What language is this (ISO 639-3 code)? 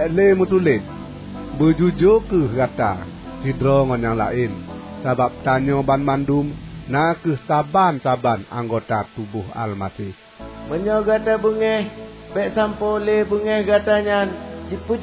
ace